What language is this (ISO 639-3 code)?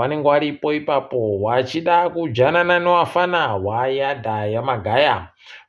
ndc